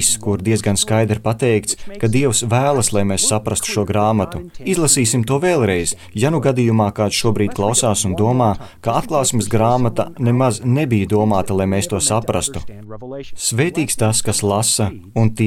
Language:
Latvian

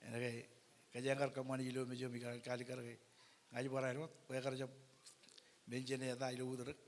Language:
Marshallese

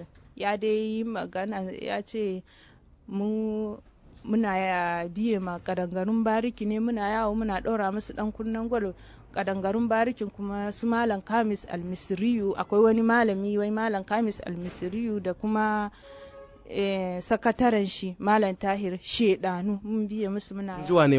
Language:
Hausa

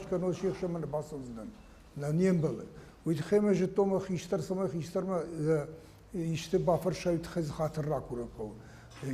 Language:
Ossetic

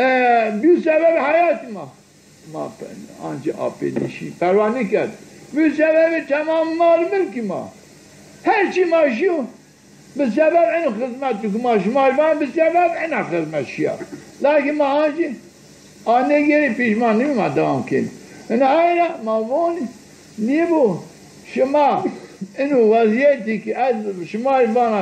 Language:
Zaza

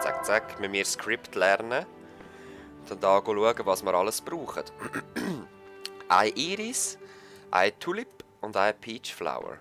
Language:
Swiss German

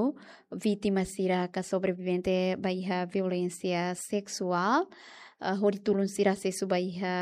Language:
Tetum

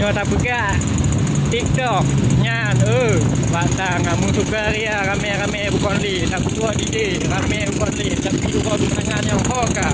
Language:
Achinese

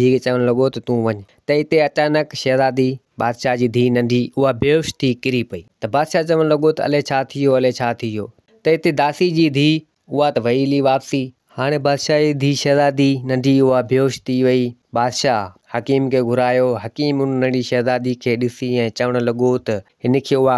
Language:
Sindhi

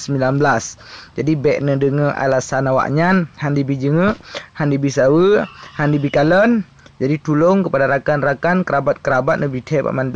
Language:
Achinese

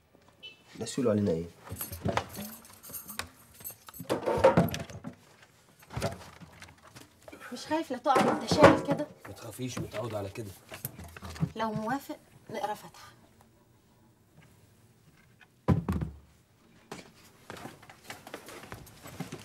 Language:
Egyptian Arabic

